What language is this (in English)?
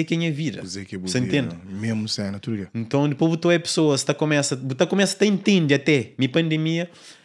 Kabuverdianu